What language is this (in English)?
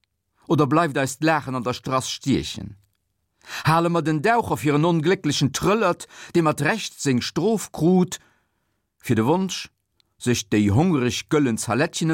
Luxembourgish